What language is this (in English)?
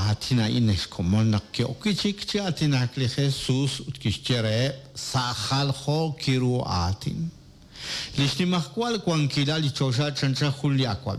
Kekchí